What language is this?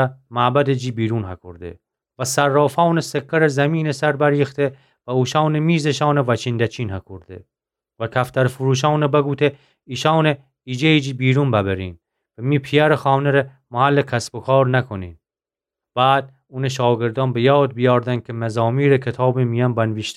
Gilaki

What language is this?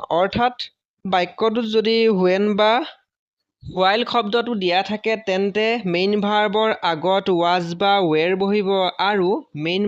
Assamese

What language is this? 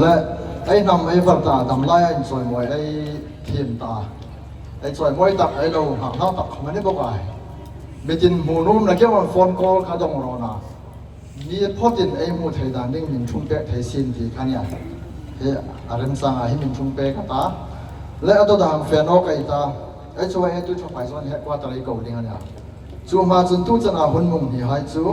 Hmar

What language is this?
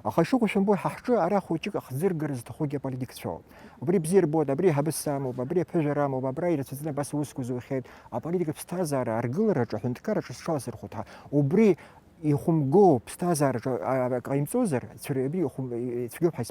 Abkhazian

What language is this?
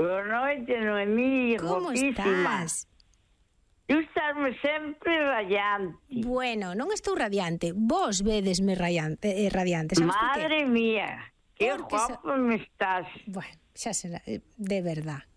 Galician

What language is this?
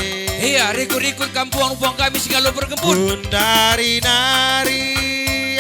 Batak Karo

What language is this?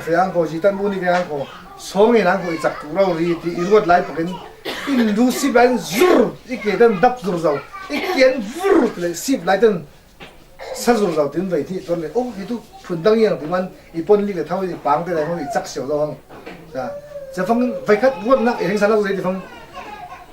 Falam Chin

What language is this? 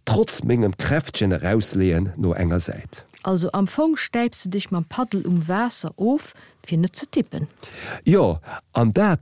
Luxembourgish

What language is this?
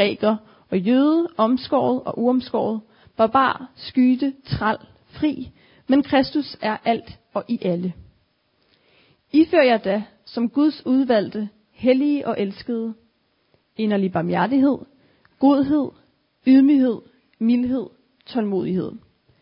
Danish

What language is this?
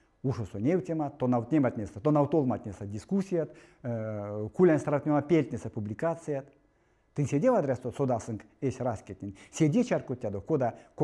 Erzya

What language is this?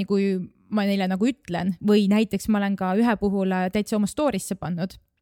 Estonian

